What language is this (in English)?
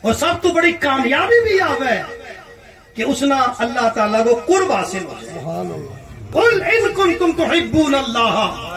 Gujari